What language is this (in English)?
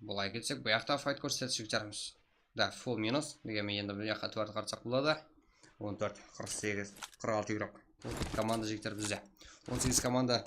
Kara-Kalpak